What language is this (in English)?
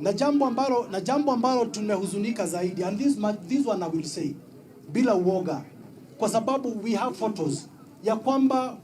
Swahili